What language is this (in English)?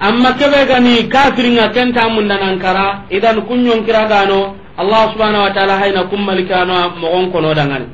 Soninke